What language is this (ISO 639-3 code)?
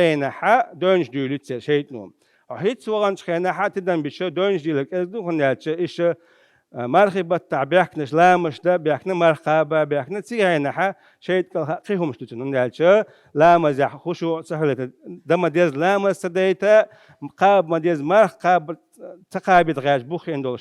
che